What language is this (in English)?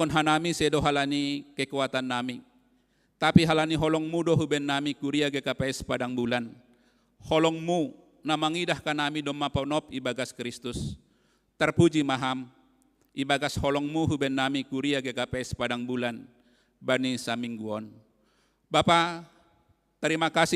Batak Simalungun